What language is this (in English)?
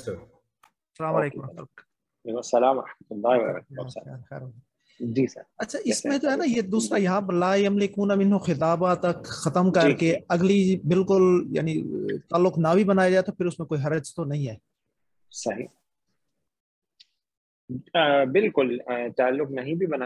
Urdu